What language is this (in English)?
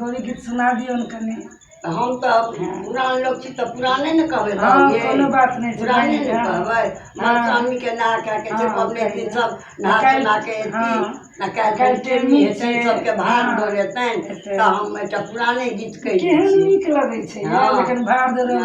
Maithili